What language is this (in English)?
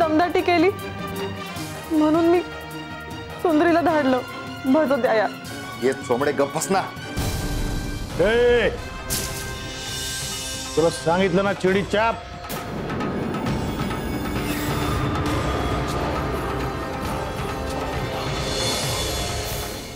Marathi